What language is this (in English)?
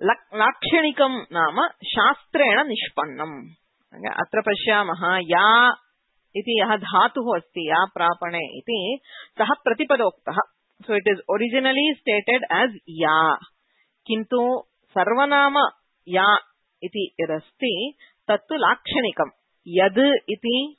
Sanskrit